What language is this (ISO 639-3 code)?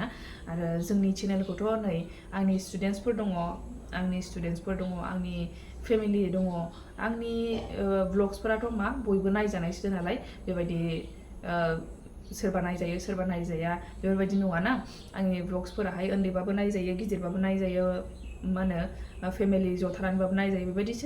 brx